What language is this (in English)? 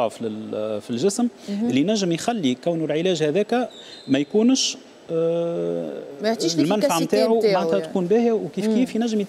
Tunisian Arabic